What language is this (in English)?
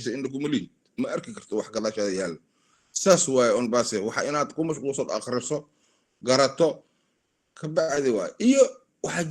Somali